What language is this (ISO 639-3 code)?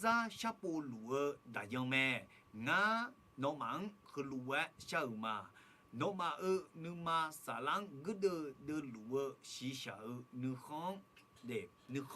ahk